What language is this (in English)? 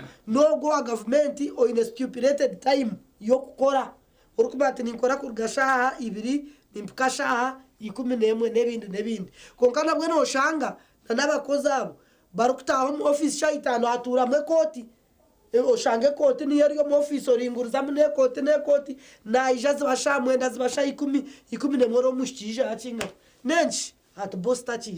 Nyankole